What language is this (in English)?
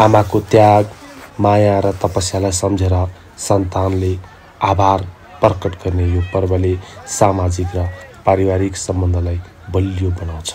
Nepali